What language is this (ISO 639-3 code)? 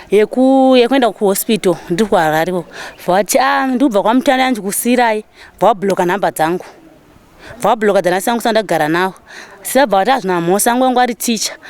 sna